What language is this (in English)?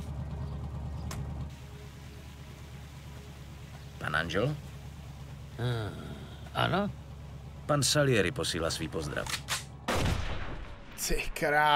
Czech